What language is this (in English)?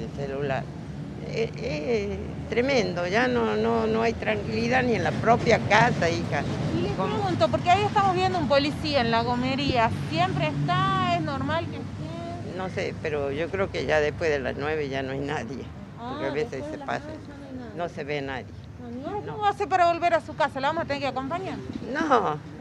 Spanish